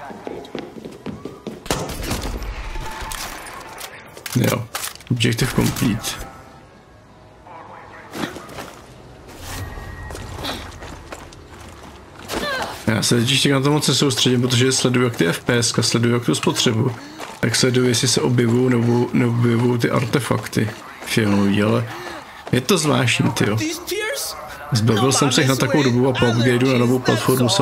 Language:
Czech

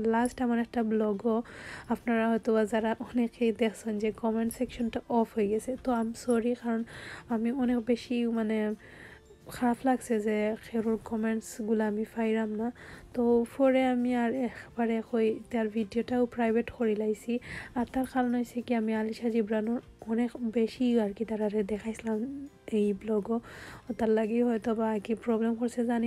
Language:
Sylheti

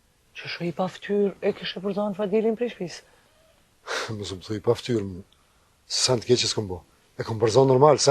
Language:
Albanian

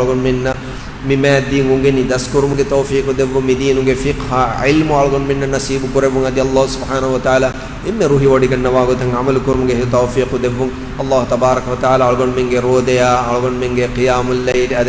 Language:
Divehi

